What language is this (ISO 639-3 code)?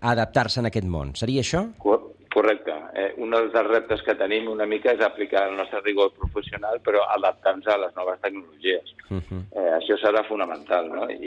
cat